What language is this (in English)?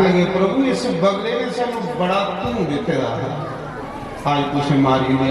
Dogri